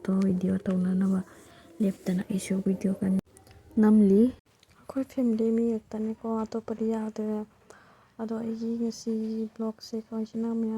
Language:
Manipuri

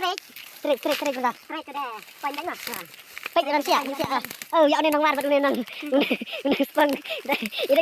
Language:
Khasi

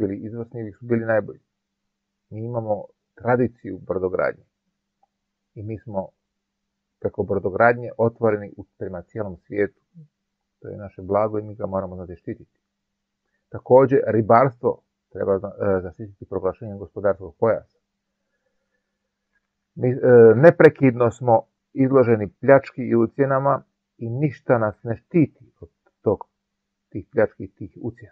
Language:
Croatian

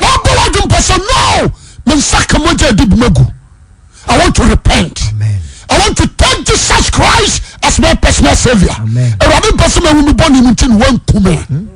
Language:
Akan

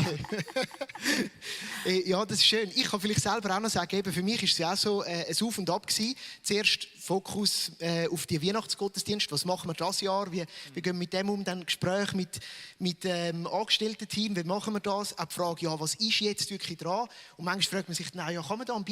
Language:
Swiss German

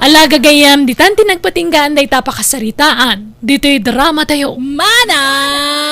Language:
Iloko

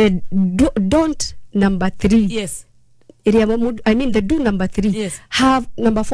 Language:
Kikuyu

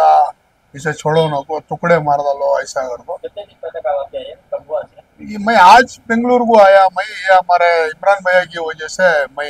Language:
Hindi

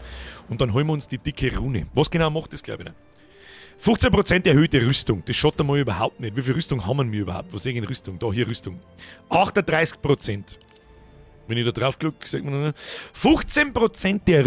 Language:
Bavarian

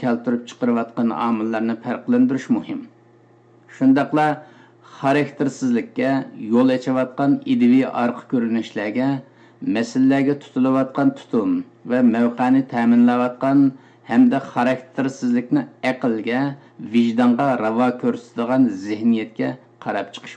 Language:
Uyghur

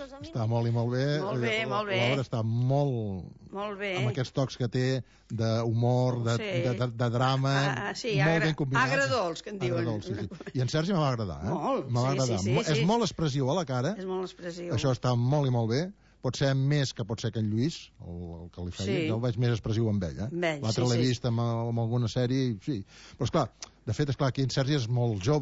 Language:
Catalan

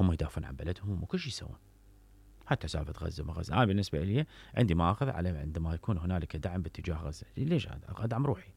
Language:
Mesopotamian Arabic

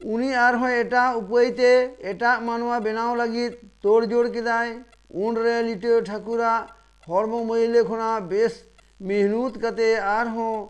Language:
Santali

